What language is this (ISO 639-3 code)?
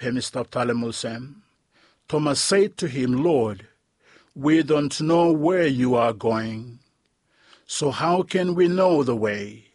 bis